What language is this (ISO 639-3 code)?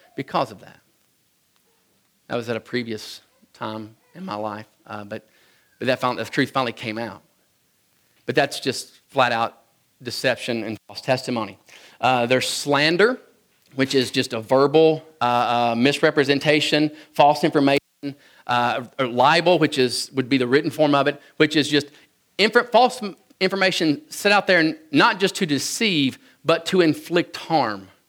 eng